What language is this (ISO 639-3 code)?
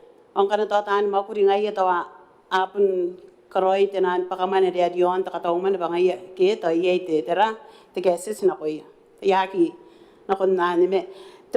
gil